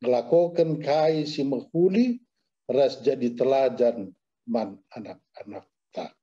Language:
Batak Karo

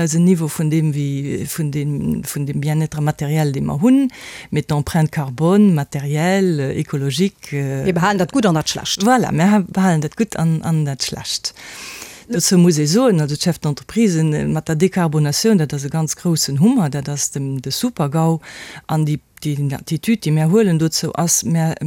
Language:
Luxembourgish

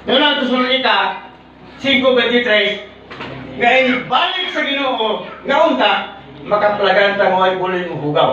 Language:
Cebuano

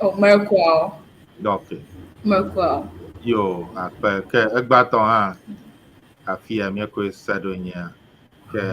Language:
Ewe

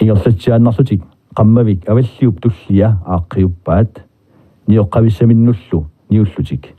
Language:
Kalaallisut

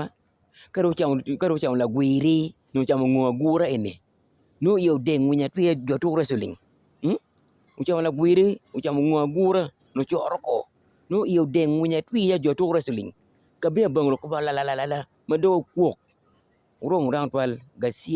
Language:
Acoli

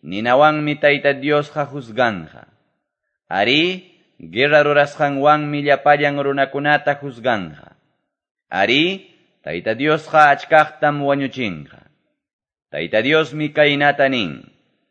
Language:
Quechua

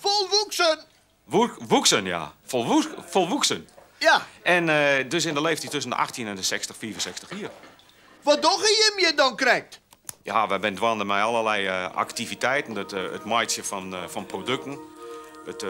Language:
Western Frisian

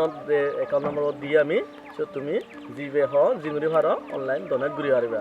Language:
Chakma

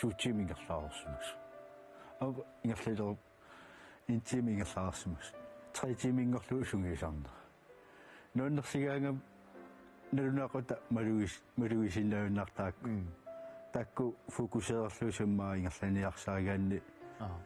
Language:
Kalaallisut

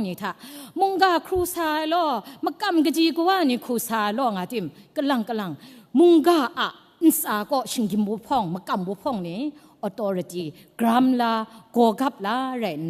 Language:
Kachin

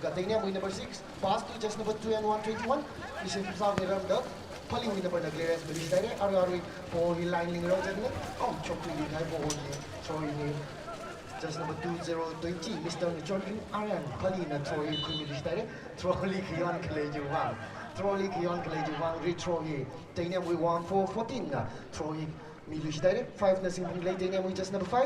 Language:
Tangkhul Naga (India)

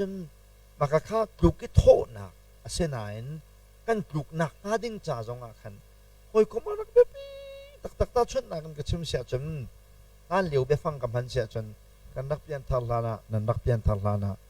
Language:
Hakha Chin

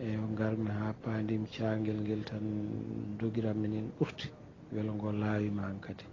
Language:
Fula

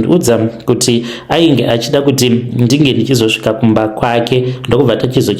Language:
Shona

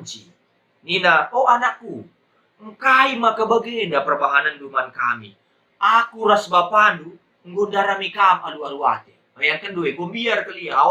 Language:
Batak Karo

